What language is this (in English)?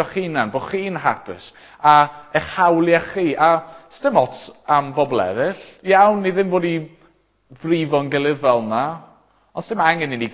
Welsh